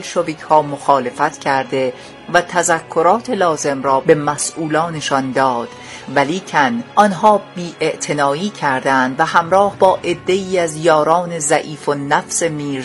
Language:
Persian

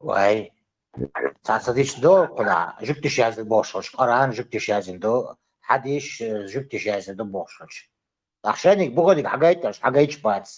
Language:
Chechen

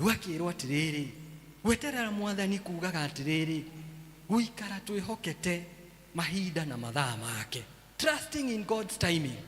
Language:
Kikuyu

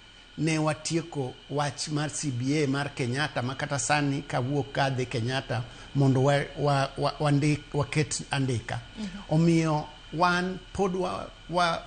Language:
Luo (Kenya and Tanzania)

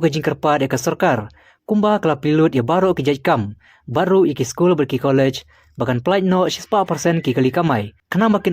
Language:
Khasi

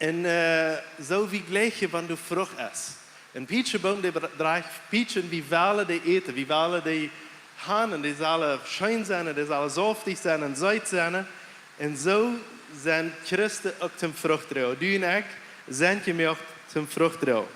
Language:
Plautdietsch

